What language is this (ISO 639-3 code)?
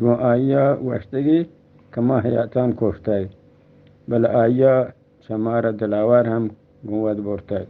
bgp